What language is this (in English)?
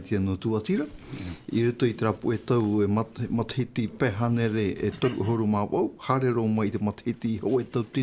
Tahitian